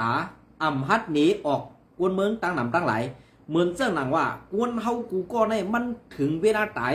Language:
Shan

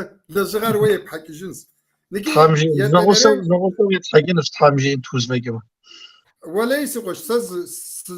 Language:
Kabardian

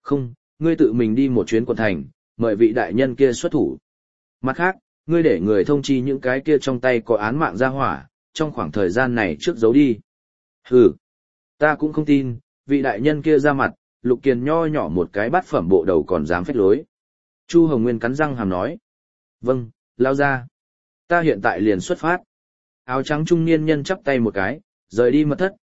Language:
Vietnamese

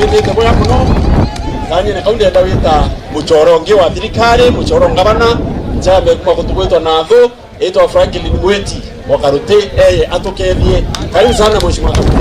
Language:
Meru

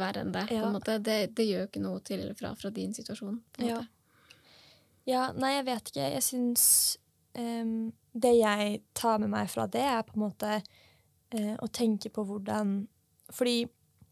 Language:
Norwegian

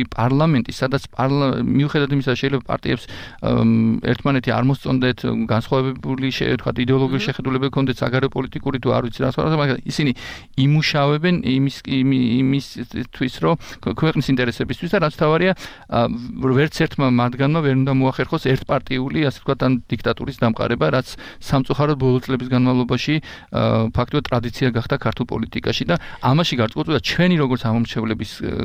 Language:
Georgian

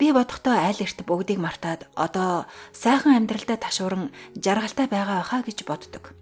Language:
Mongolian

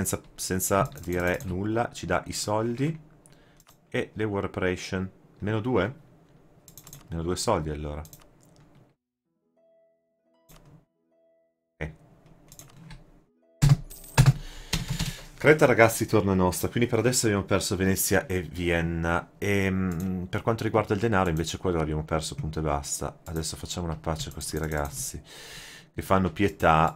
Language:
Italian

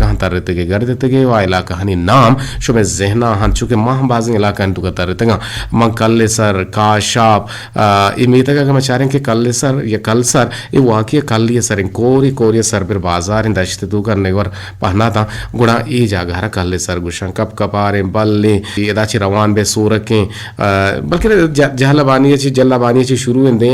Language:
Eastern Balochi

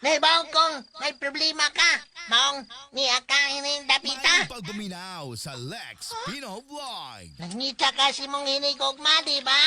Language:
Cebuano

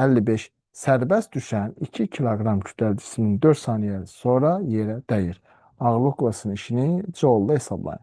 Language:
Azerbaijani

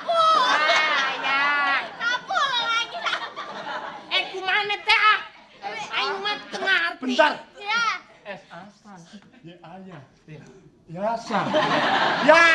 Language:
Betawi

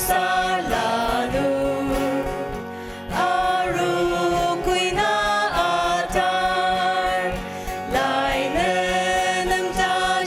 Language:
Ao Naga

